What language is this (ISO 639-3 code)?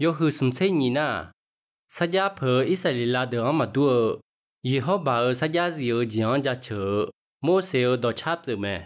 ahk